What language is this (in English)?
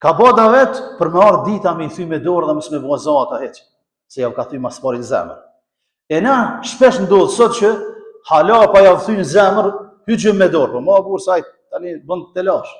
Albanian